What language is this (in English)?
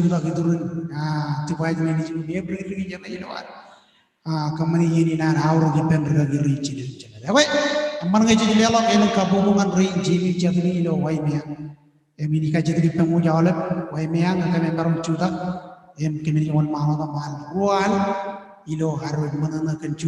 Marshallese